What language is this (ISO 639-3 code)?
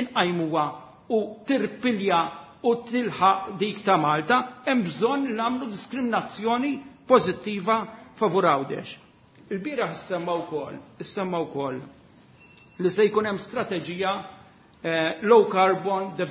mlt